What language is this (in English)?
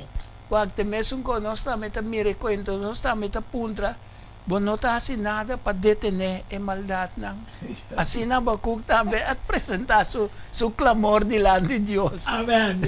Papiamento